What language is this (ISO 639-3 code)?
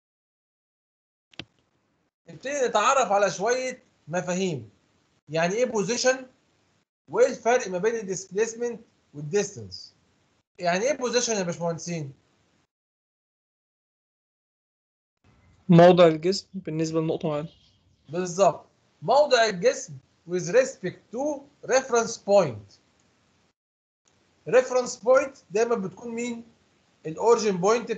arz